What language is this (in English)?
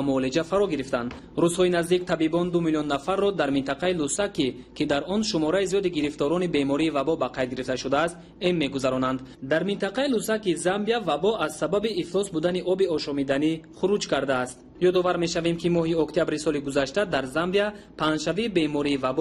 Tajik